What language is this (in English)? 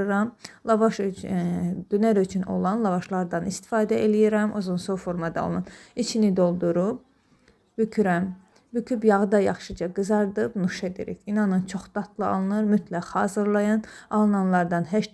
Azerbaijani